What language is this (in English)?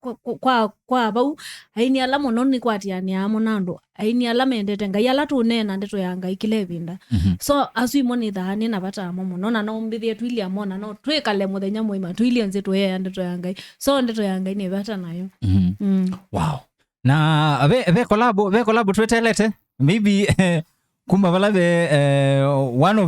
Kamba